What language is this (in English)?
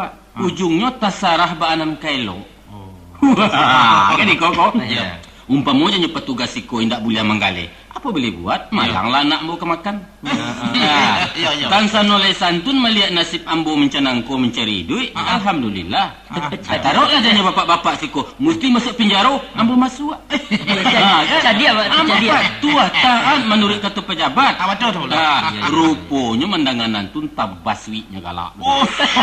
Minangkabau